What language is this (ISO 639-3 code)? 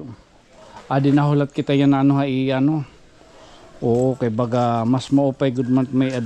war